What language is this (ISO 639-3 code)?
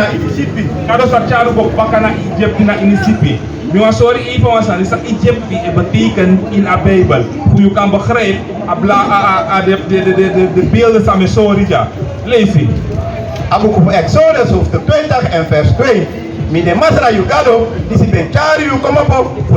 srn